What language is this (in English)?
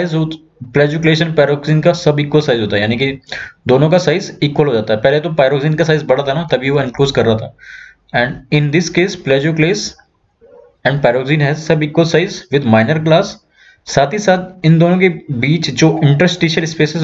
Hindi